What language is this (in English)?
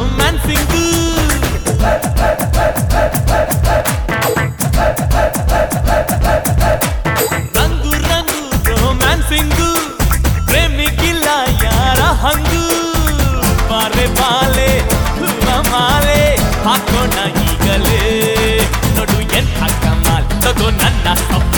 Kannada